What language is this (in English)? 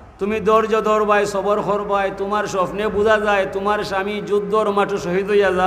Sylheti